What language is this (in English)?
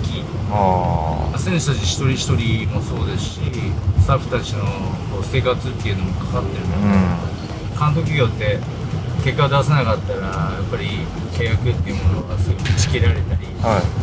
Japanese